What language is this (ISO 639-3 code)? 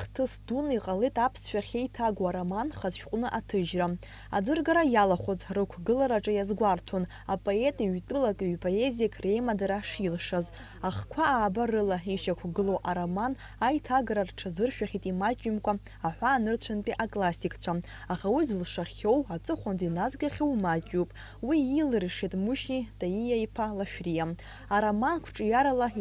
abk